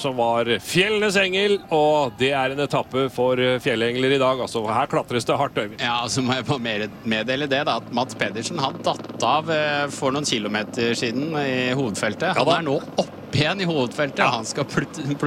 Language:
Norwegian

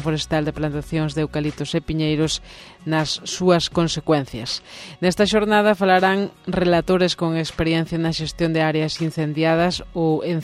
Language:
Galician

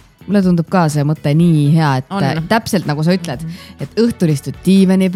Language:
Estonian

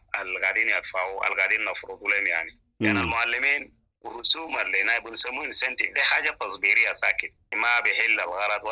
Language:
Sudanese Arabic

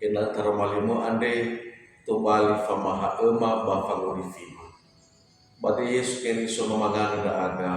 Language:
Nias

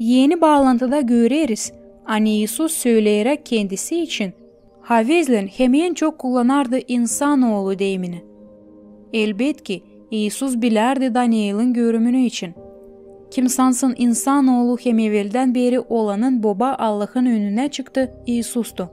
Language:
Gagauz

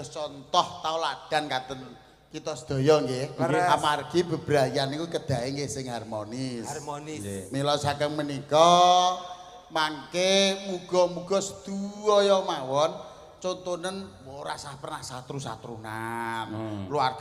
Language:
Javanese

